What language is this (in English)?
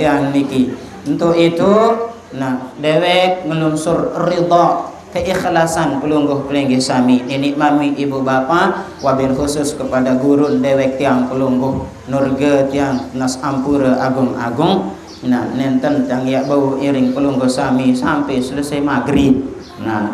Sasak